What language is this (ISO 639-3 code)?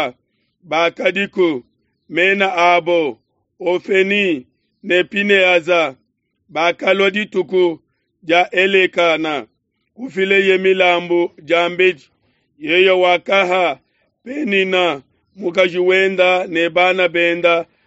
lua